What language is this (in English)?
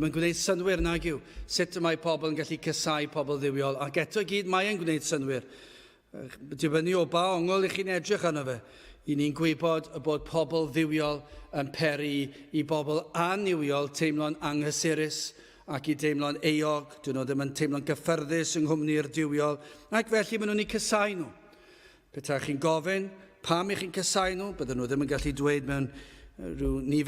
Welsh